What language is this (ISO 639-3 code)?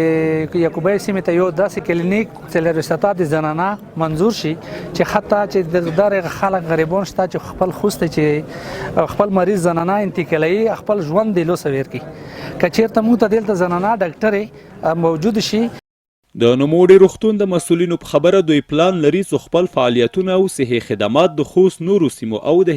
pus